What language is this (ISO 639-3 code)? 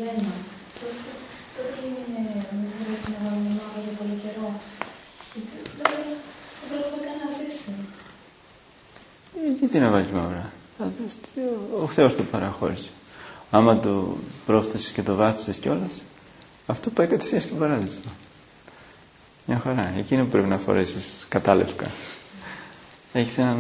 ell